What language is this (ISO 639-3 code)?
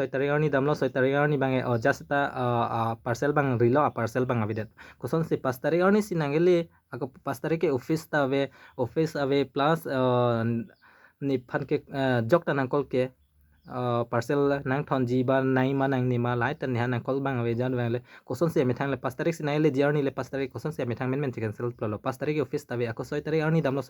mjw